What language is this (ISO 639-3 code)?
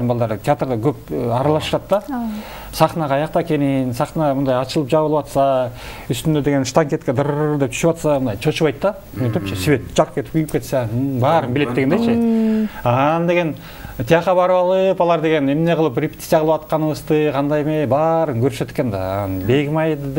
kir